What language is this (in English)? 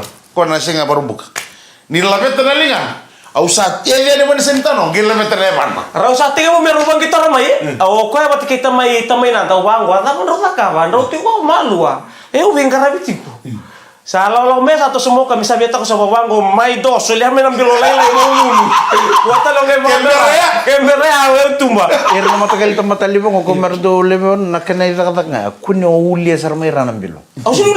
Fijian